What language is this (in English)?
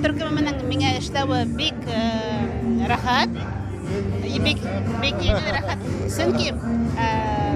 Bashkir